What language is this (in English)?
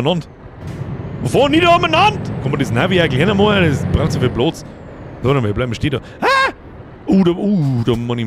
Bavarian